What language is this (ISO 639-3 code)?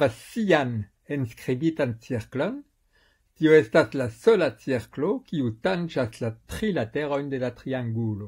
epo